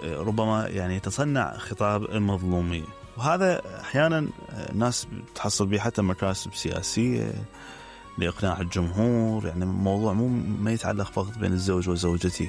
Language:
Mesopotamian Arabic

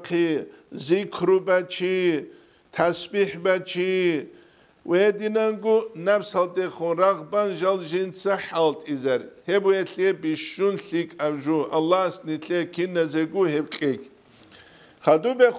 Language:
Avaric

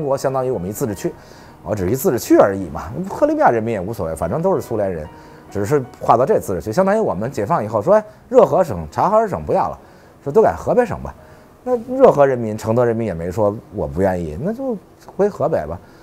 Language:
Chinese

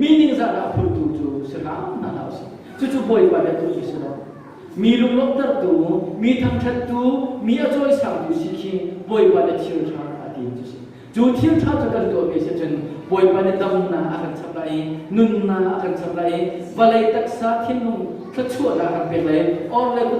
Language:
Hakha Chin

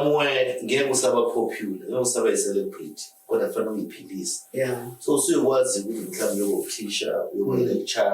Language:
Zulu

